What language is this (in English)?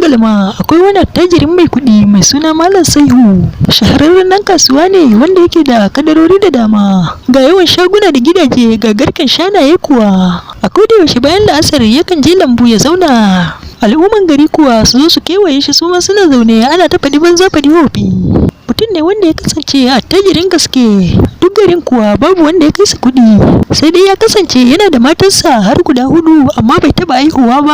Hausa